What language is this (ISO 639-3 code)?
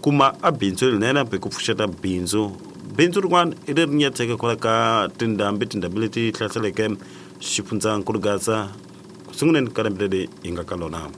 tso